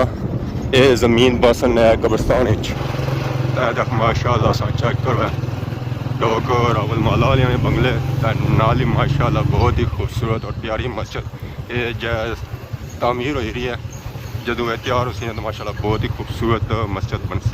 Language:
Pahari-Potwari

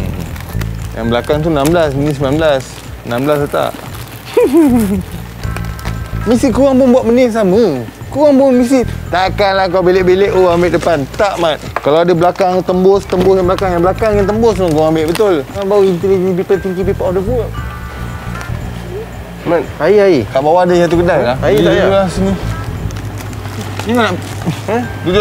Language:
Malay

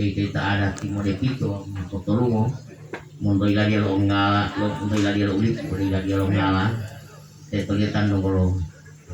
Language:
Gorontalo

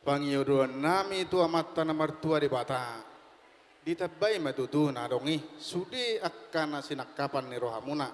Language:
Batak Toba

